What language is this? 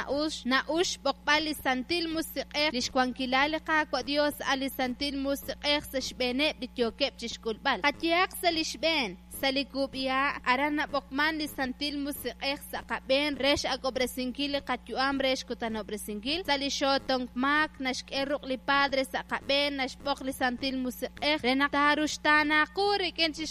Kekchí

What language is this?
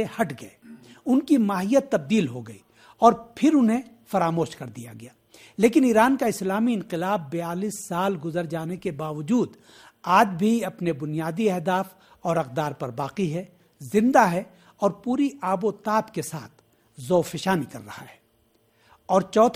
Urdu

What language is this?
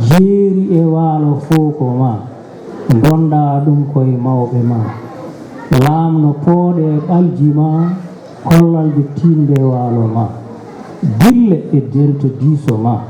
Fula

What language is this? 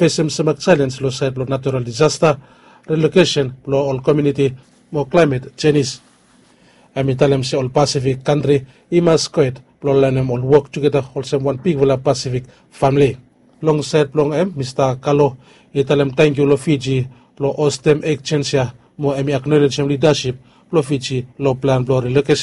Bislama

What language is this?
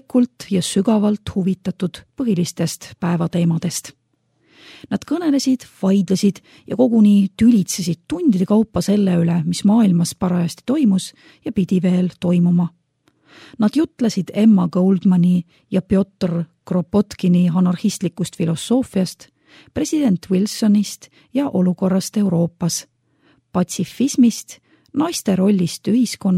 Estonian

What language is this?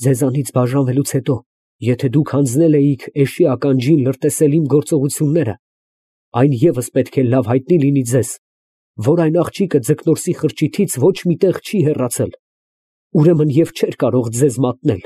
Armenian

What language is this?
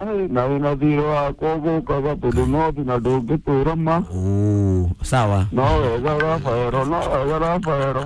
Kikuyu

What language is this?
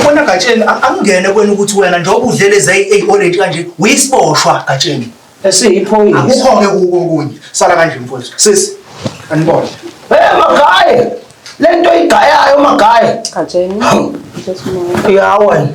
Zulu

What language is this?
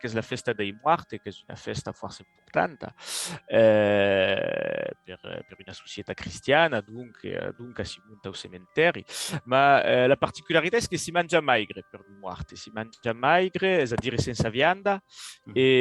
Occitan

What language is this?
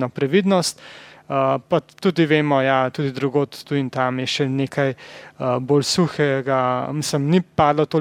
Slovenian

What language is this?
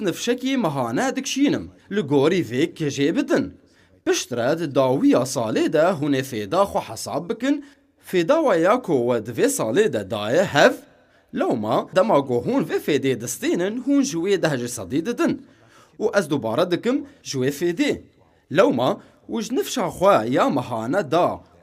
Kurdish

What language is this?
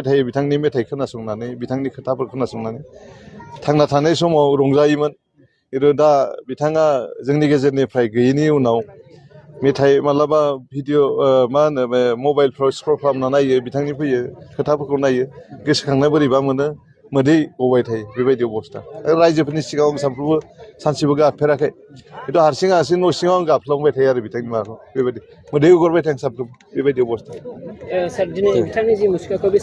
Bodo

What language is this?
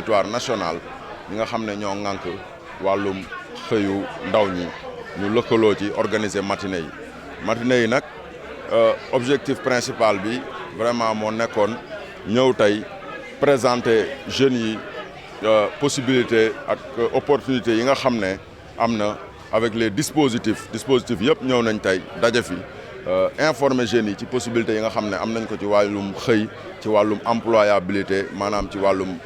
Wolof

